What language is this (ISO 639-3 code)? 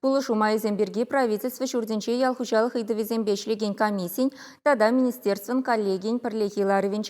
chv